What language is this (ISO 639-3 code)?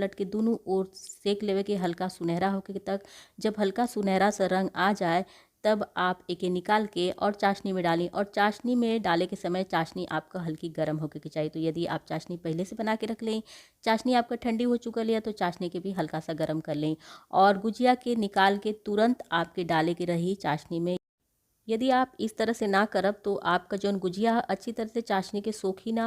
bho